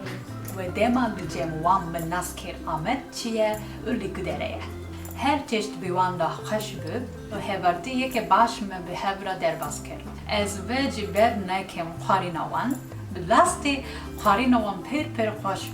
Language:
Kurdish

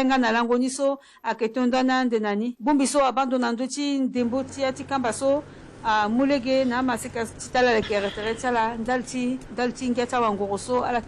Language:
Sango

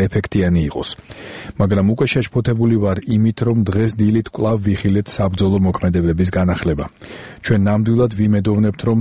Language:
Georgian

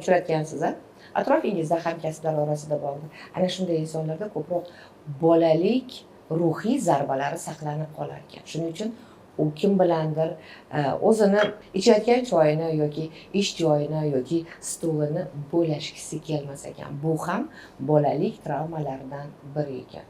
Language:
Uzbek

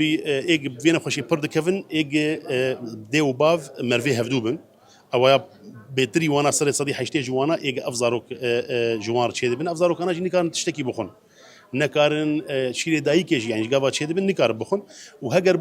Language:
Kurdish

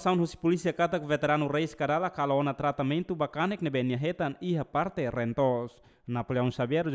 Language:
Tetum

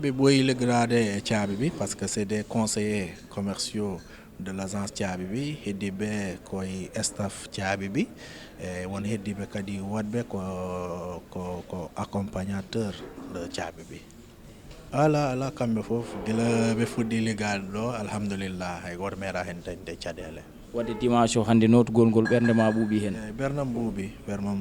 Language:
Fula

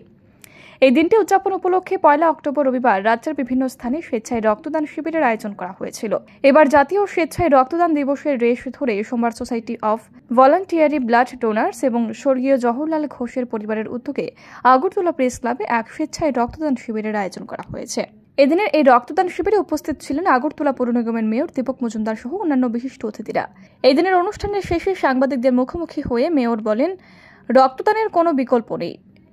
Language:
Bangla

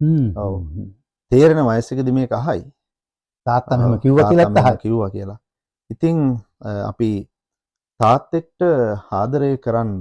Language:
Sinhala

